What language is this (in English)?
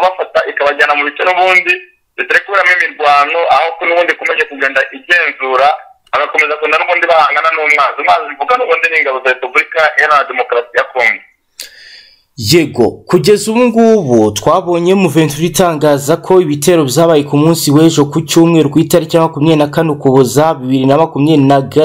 Kinyarwanda